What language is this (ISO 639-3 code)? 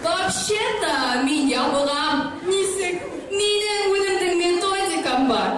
bak